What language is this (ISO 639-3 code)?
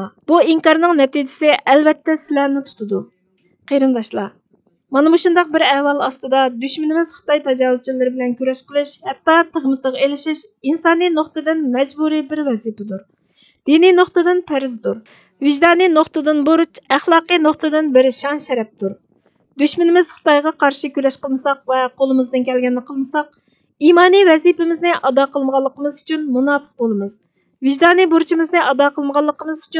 uig